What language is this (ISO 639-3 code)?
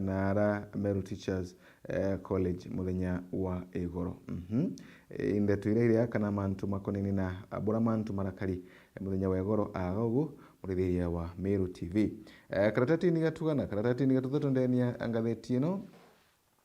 mer